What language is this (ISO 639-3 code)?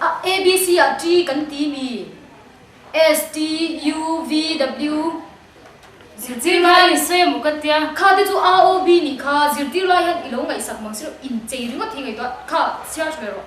lus